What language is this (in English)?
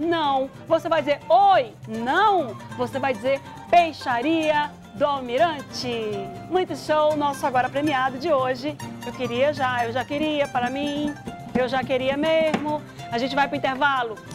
Portuguese